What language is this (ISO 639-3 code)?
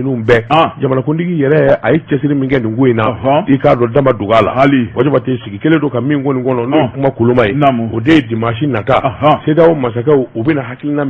bam